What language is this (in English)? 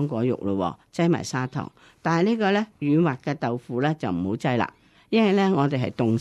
Cantonese